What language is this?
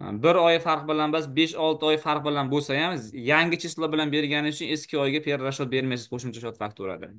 Uzbek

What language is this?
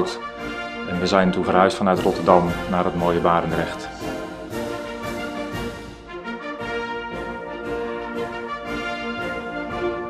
Dutch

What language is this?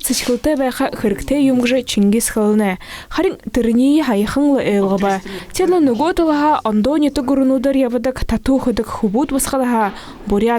Buriat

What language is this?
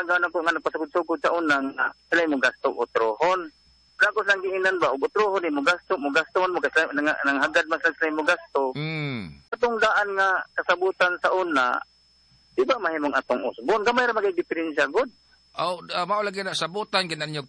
Cebuano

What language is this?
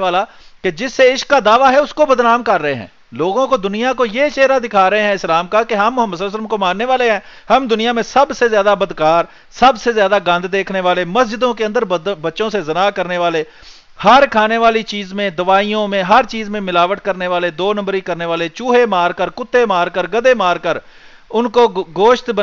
Urdu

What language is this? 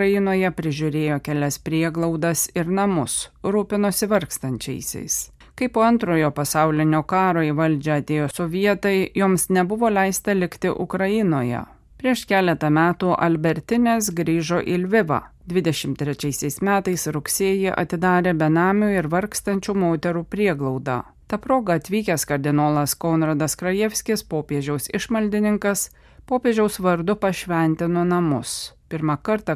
Lithuanian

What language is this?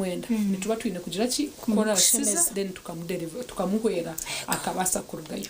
Nyankole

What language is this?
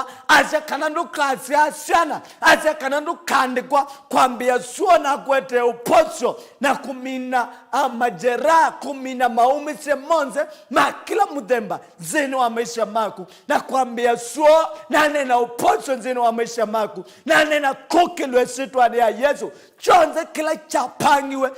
Kamba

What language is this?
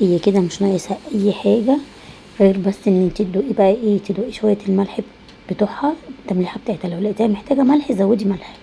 Egyptian Arabic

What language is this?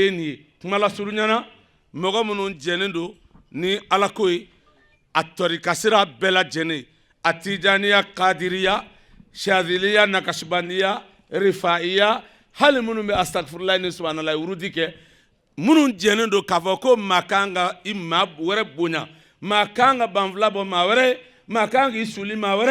Bambara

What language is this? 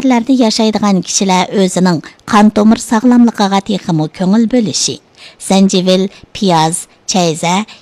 Uyghur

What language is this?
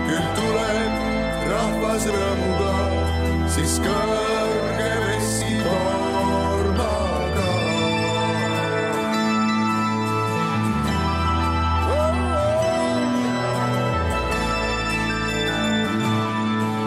Estonian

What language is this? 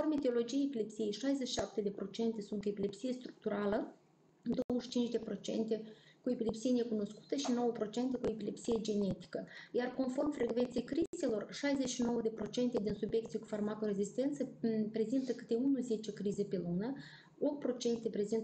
Romanian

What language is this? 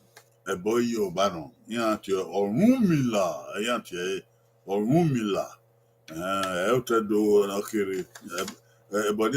Bini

